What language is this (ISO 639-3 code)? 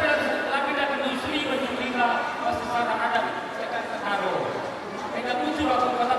btx